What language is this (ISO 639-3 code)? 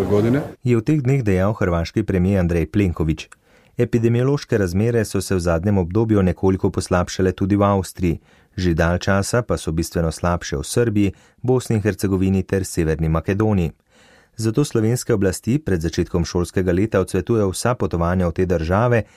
slv